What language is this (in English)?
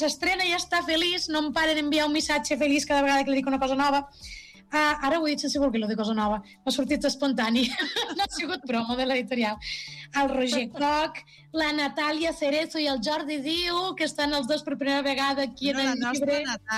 Catalan